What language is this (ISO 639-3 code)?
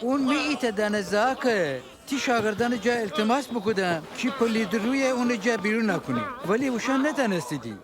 glk